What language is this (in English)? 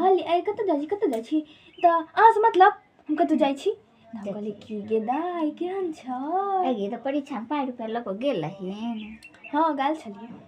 Maithili